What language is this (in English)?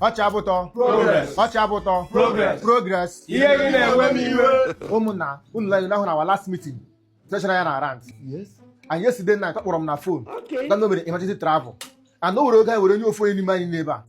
Igbo